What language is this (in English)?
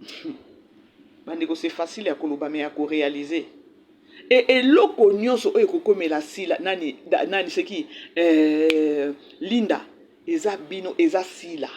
Lingala